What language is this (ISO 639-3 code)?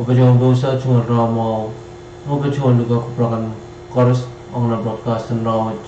pon